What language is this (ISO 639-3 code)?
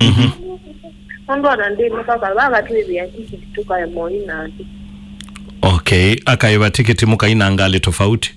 kam